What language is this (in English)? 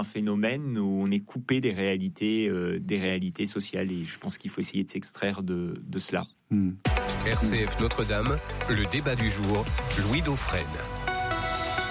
French